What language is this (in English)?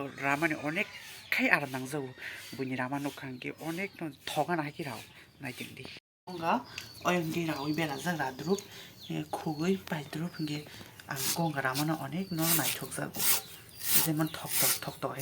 Kok Borok